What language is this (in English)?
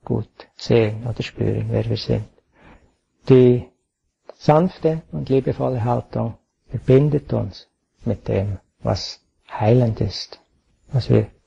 German